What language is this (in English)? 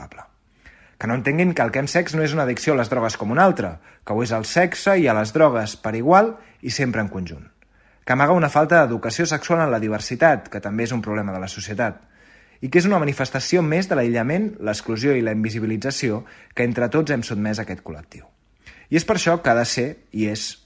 Catalan